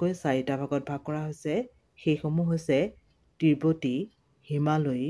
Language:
Assamese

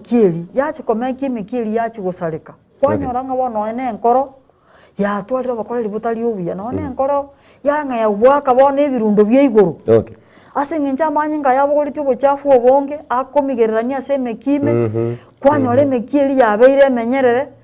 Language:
Gusii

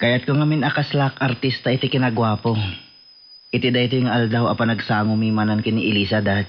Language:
Iloko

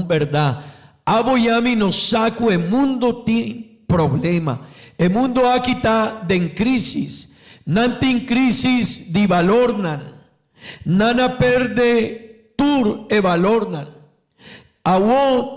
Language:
Papiamento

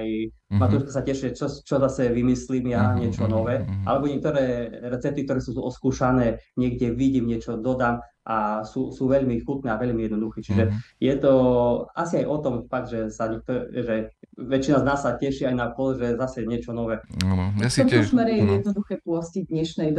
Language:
Slovak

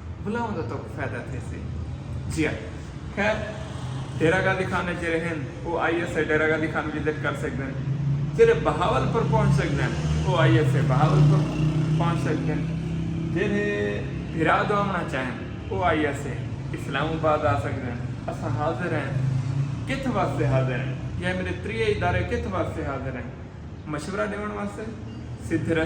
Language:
Saraiki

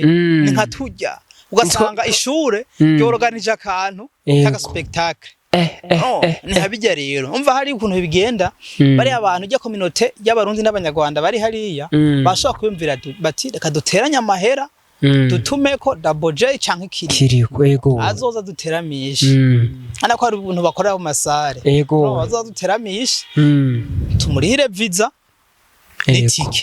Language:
Rundi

